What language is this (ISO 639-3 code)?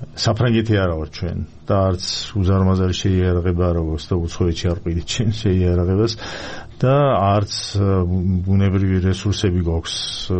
kat